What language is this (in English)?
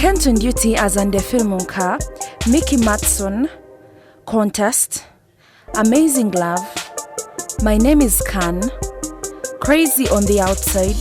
Nyankole